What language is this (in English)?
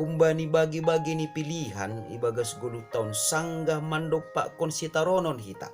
Batak Simalungun